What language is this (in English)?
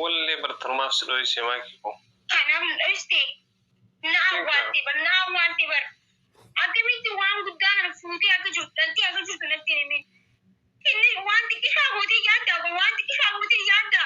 Oromo